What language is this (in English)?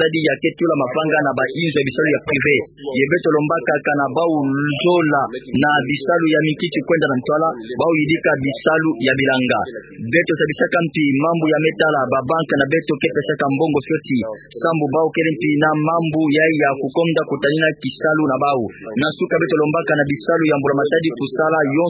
Kituba (Democratic Republic of Congo)